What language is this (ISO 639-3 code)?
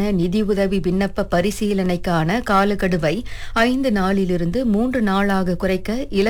tam